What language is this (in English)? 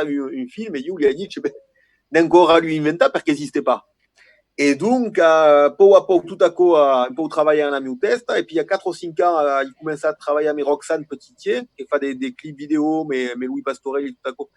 Occitan